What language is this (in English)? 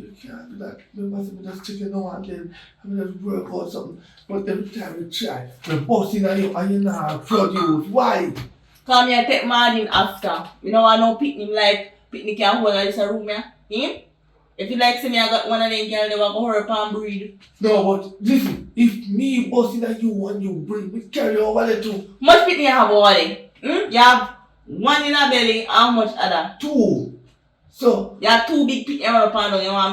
Jamaican Creole English